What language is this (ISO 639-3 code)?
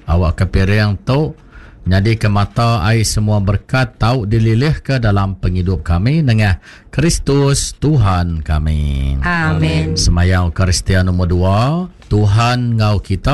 iba